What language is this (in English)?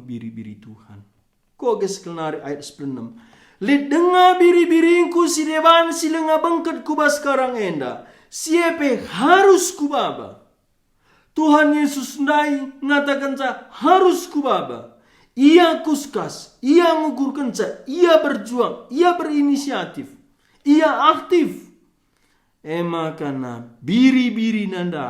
Batak Karo